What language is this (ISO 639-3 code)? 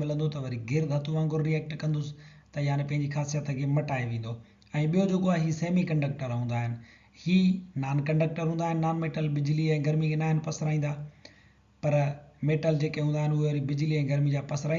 snd